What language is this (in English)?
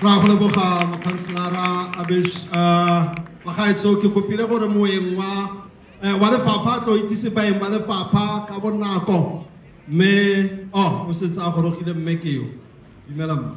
Tswana